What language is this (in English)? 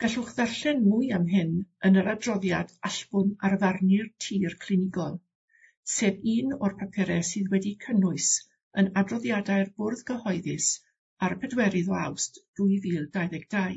Welsh